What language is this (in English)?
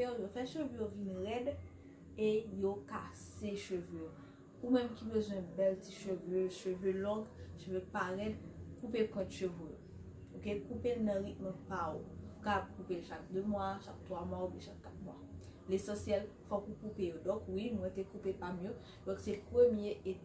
Haitian Creole